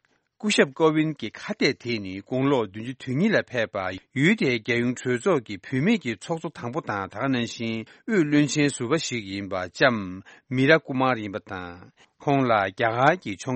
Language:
Tibetan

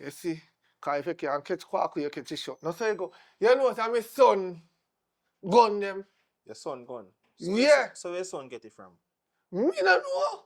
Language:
Jamaican Creole English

